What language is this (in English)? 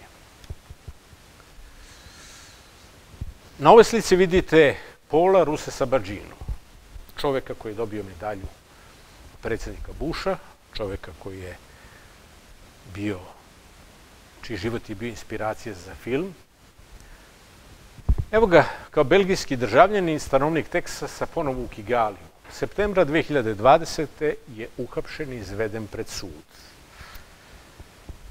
Serbian